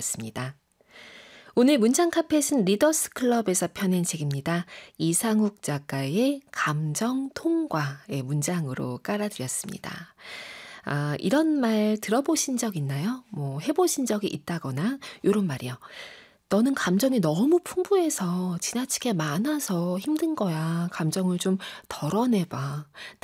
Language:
Korean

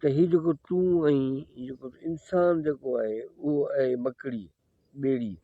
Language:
Sindhi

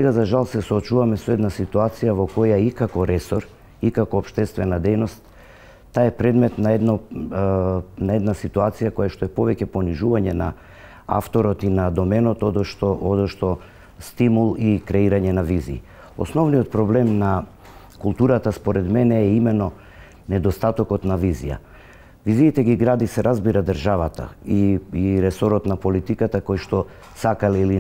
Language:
Macedonian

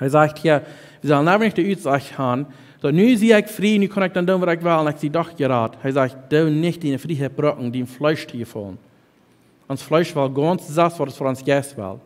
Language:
Plautdietsch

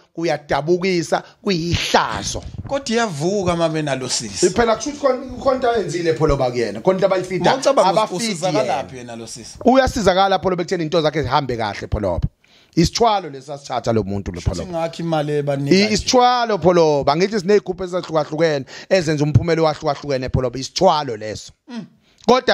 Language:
Zulu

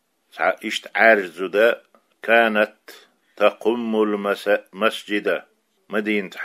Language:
Chechen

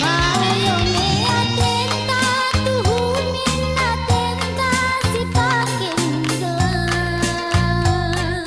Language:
Batak Karo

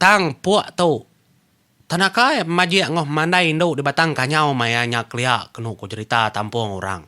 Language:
Iban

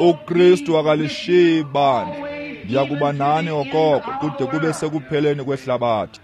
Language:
Xhosa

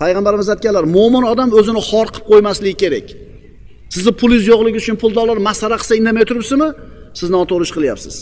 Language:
Uzbek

